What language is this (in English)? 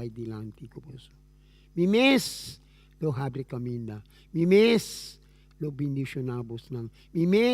Papiamento